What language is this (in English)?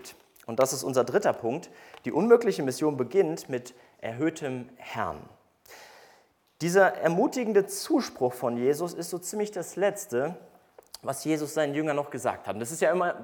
German